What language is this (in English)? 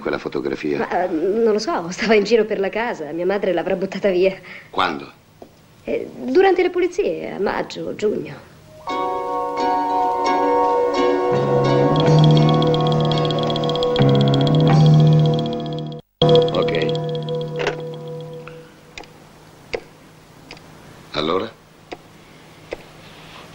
Italian